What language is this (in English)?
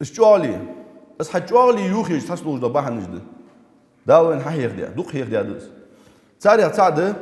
Ingush